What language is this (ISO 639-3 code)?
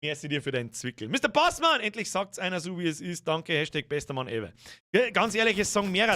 bar